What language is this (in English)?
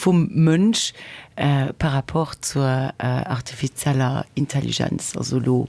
Luxembourgish